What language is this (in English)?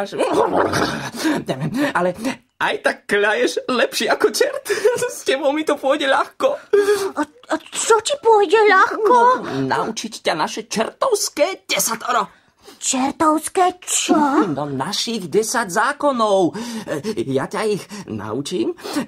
Slovak